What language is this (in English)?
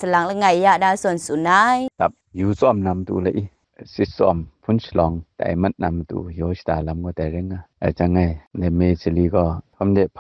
Kachin